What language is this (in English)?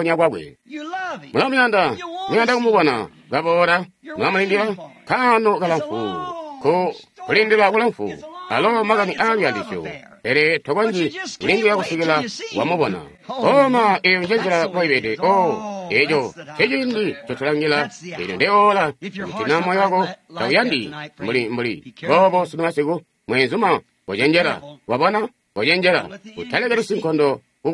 Tonga (Zambia)